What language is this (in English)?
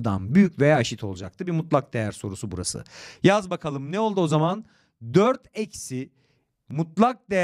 Turkish